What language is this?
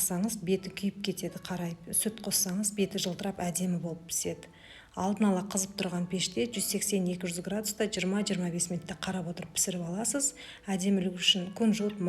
Kazakh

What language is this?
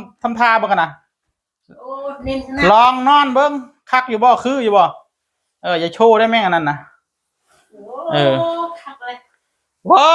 Northeastern Thai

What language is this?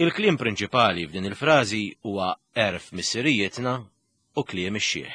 Maltese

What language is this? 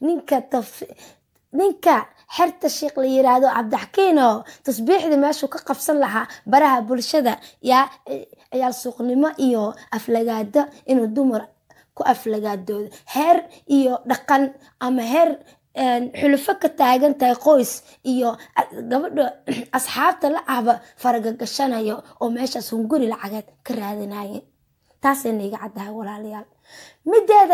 Somali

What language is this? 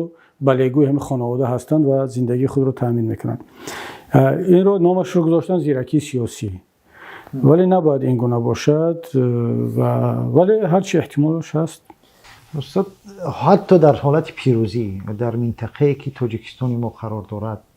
Tajik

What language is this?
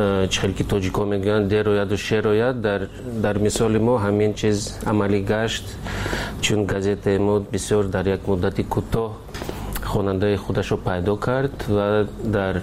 Tajik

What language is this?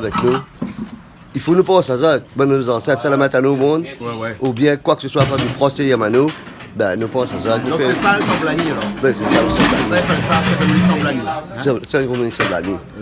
Réunion Creole French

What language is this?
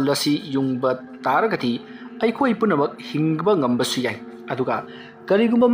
Manipuri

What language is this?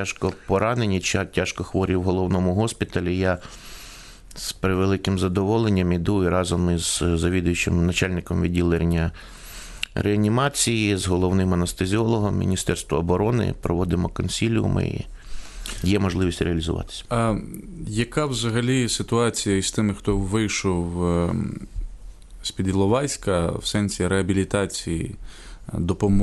Ukrainian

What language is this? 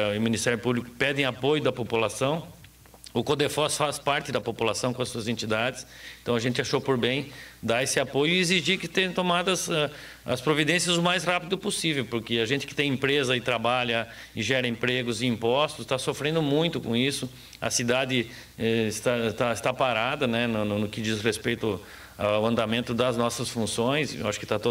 Portuguese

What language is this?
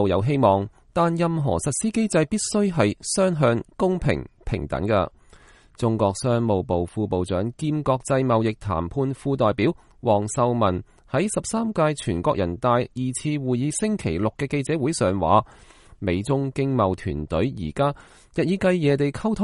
Cantonese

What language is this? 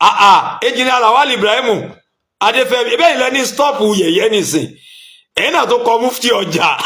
Yoruba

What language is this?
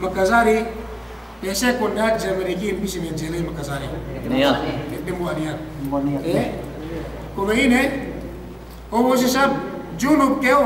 Yakan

